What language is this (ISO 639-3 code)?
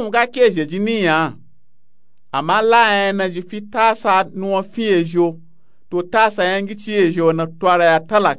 nup